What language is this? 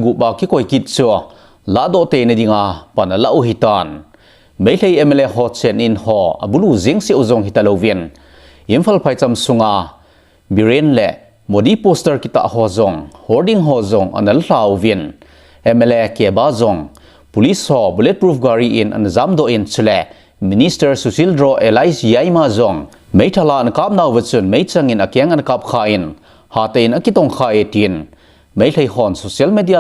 Thado Chin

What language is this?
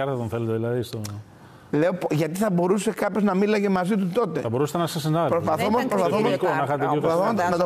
Greek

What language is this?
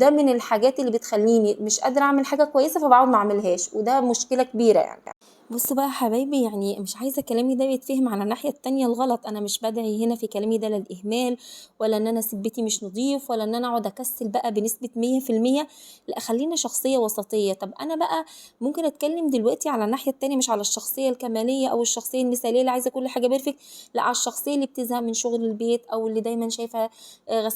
Egyptian Arabic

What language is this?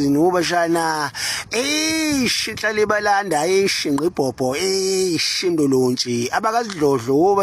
Zulu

